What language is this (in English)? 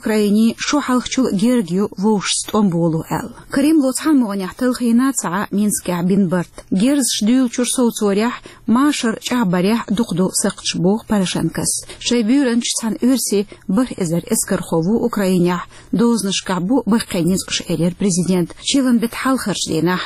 Chechen